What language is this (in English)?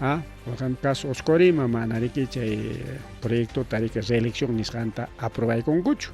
Ayacucho Quechua